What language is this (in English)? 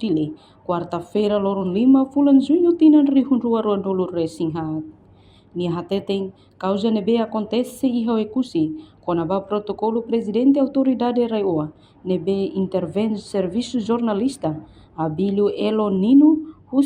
Tetum